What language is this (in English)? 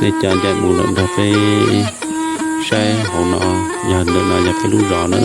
Hmong